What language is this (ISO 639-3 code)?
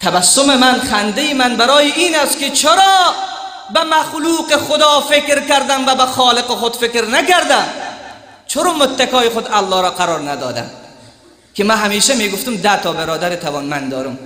fas